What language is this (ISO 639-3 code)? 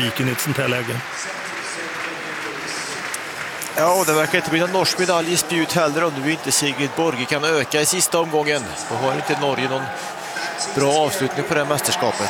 swe